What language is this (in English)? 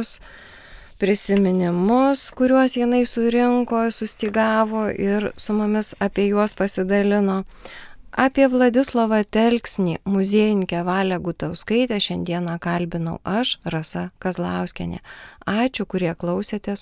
Lithuanian